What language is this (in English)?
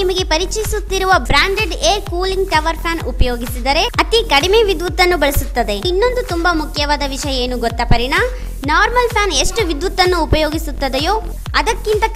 Kannada